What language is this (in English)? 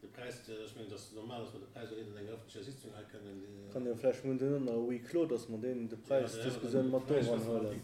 Luxembourgish